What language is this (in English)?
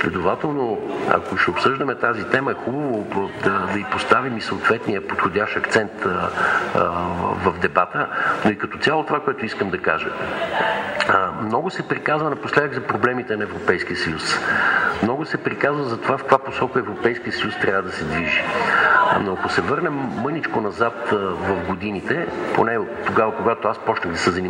Bulgarian